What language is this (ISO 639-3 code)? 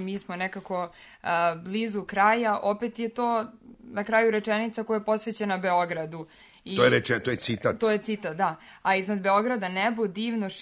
srp